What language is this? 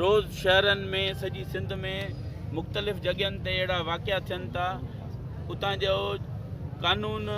Sindhi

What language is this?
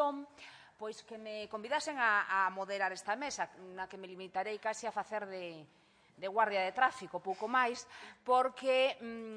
Galician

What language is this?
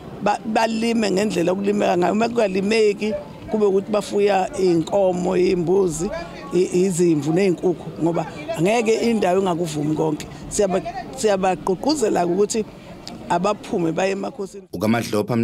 Zulu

